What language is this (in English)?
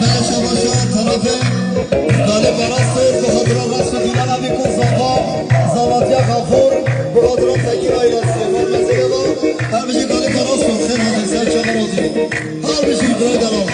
Kurdish